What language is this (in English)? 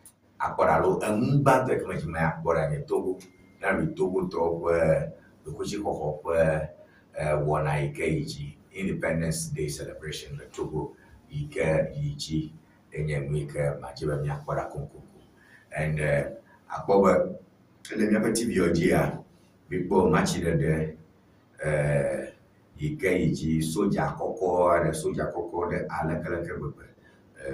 Ewe